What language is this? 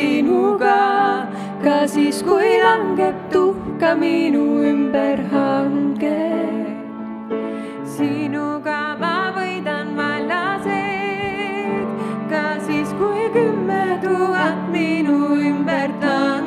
Estonian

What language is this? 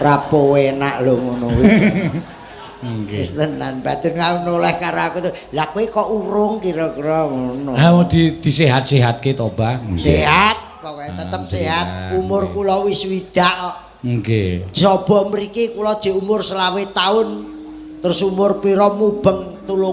Javanese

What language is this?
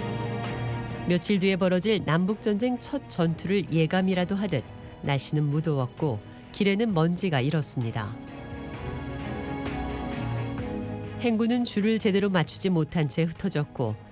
Korean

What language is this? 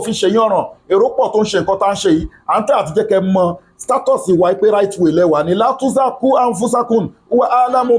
Yoruba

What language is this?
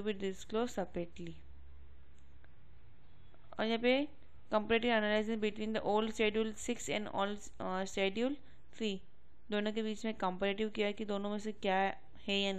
Hindi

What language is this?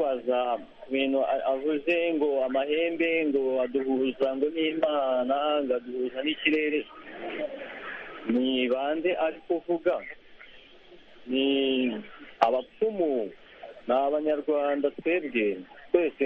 Kinyarwanda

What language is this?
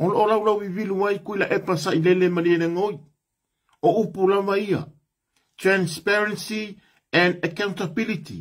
Samoan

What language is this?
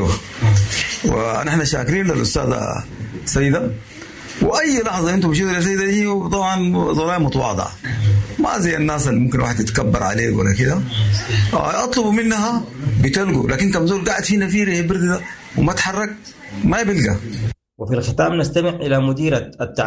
Sudanese Arabic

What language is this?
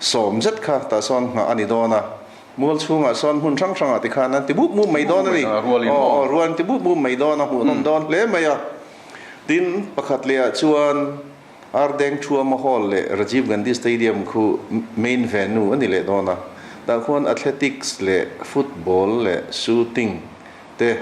Mizo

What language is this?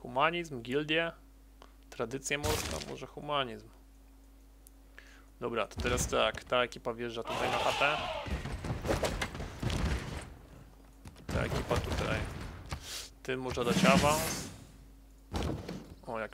Polish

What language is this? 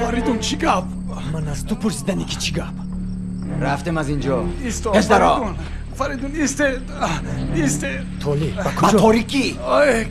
Tajik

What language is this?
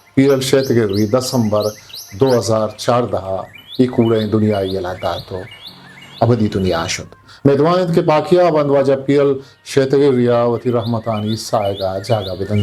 Eastern Balochi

